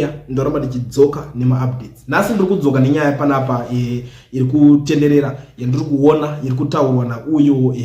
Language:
Shona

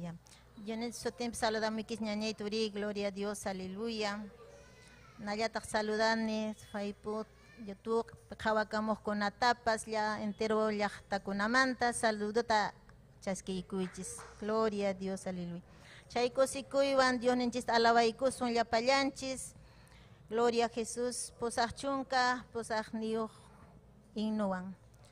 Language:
Ayacucho Quechua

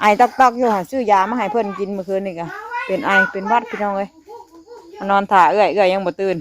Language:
Northeastern Thai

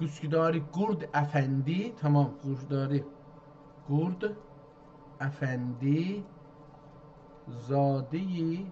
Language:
South Azerbaijani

